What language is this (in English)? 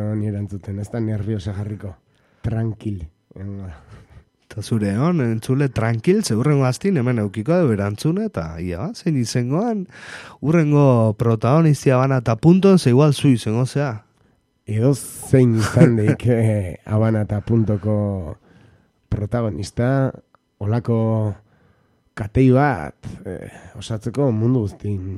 Basque